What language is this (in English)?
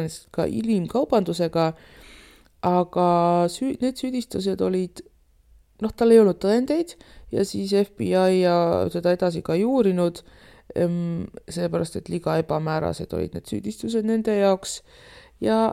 Estonian